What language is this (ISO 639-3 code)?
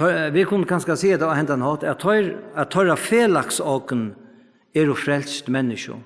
fao